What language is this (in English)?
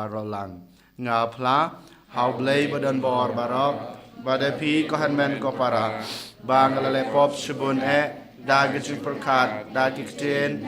Khasi